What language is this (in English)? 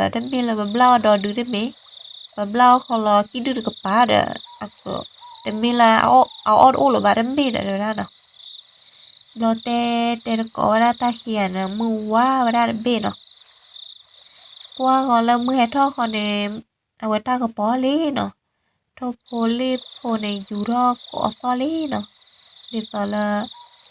S'gaw Karen